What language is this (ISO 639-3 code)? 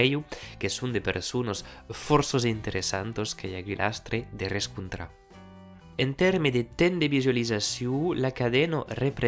oci